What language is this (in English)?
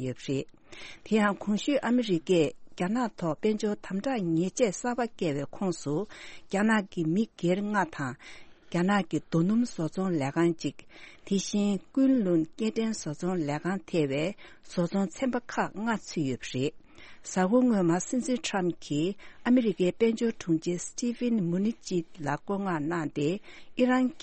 Tibetan